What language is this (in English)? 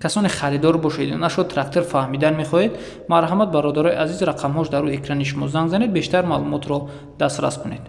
Tajik